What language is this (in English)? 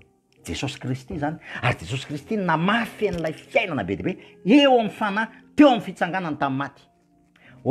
Malagasy